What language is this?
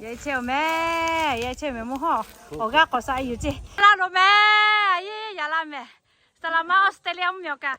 Lahu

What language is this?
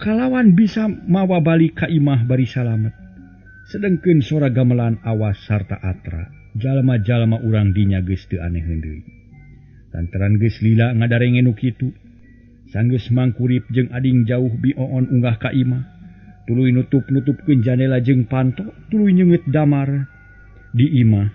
Sundanese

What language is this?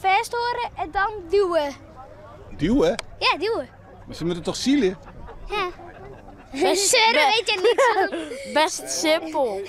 Western Frisian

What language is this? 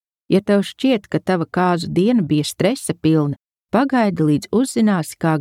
Latvian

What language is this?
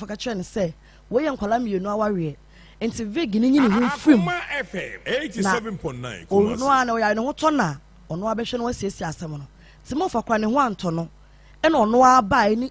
Akan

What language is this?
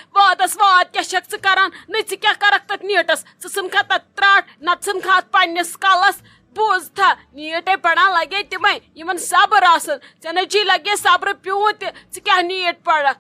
Kashmiri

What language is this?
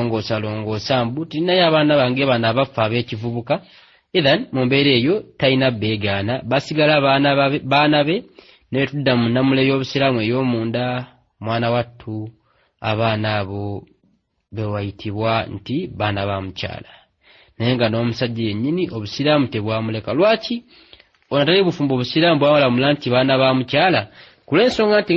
Ganda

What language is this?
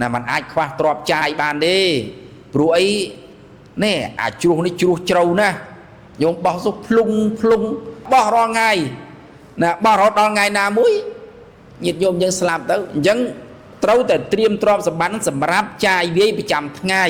Khmer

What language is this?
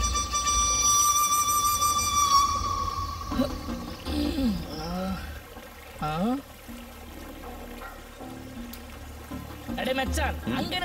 Tamil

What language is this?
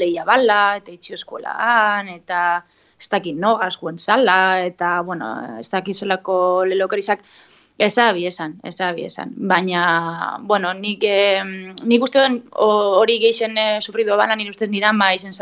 Basque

